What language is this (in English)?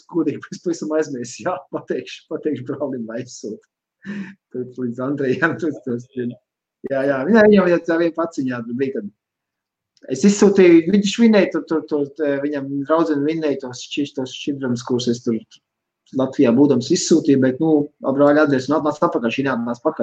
Latvian